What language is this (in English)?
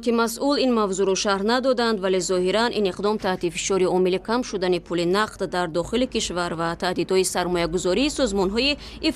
Tajik